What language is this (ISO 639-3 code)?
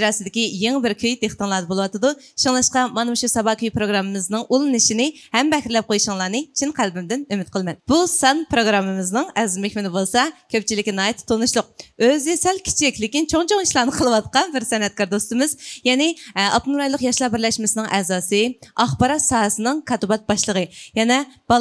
uig